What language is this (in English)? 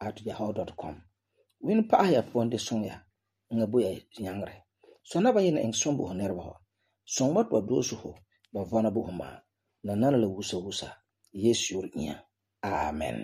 Frafra